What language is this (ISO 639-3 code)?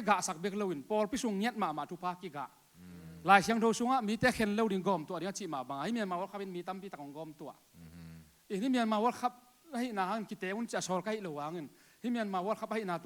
ctd